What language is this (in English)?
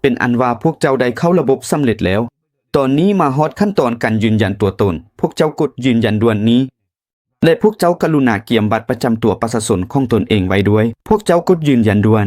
Lao